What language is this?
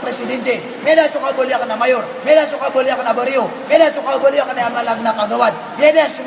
Maranao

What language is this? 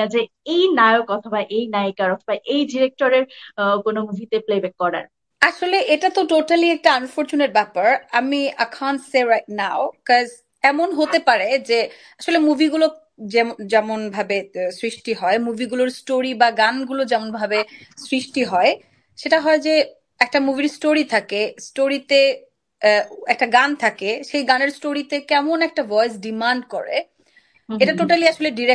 Bangla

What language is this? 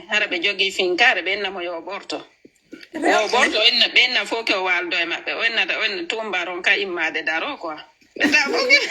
Fula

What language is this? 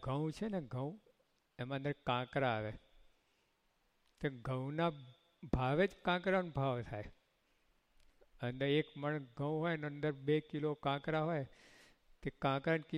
Gujarati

